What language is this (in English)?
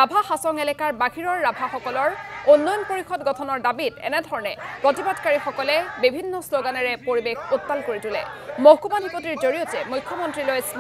Assamese